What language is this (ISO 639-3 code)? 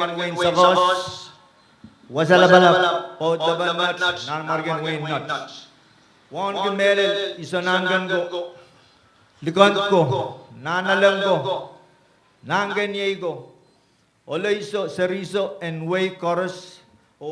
pon